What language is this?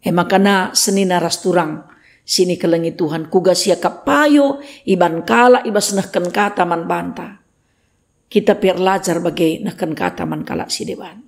Batak Karo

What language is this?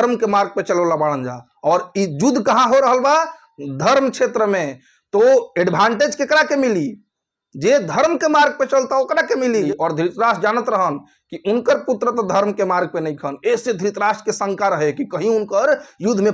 Bhojpuri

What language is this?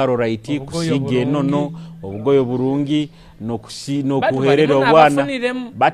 Nyoro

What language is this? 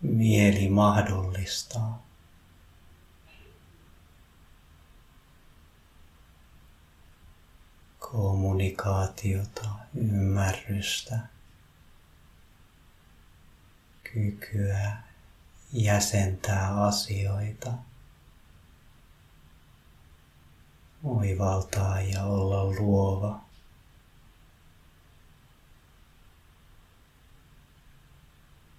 Finnish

